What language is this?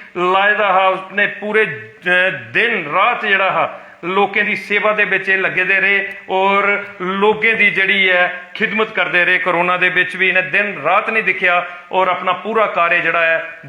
Dogri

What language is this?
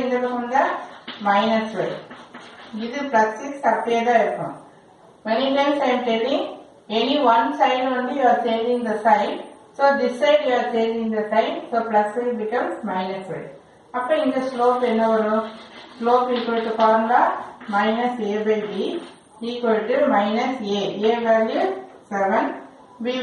Tamil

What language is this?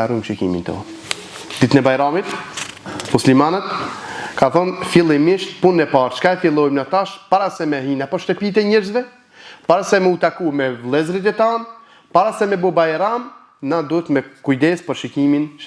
Albanian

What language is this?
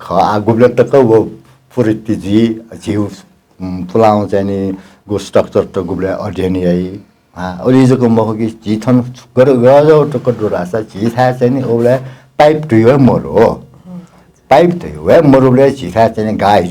Newari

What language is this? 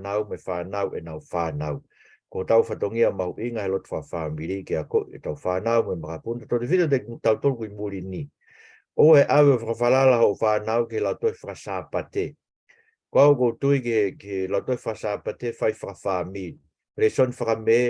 Tongan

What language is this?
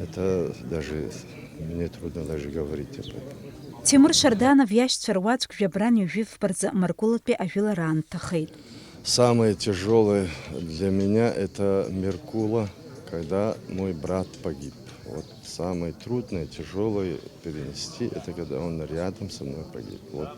Abkhazian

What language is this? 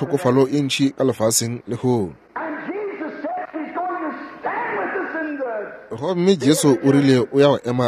Northern Sotho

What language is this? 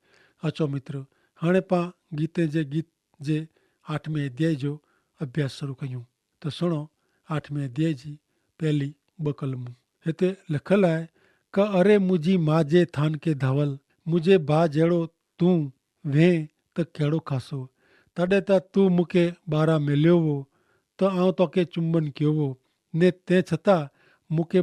Kachhi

